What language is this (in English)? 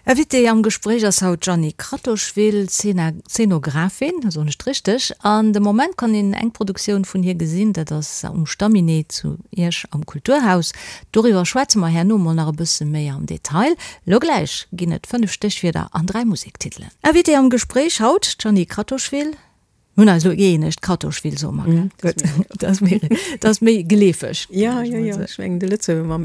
Luxembourgish